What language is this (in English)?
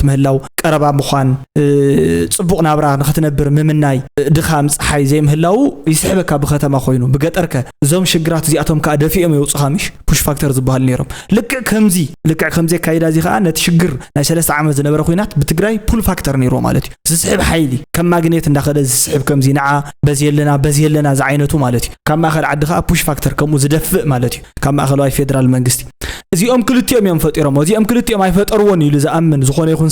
Tigrinya